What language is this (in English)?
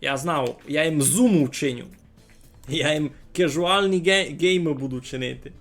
Rusyn